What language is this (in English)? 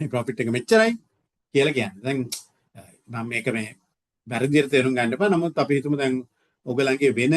Sinhala